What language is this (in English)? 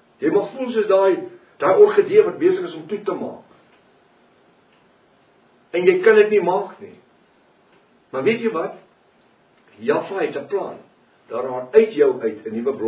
Afrikaans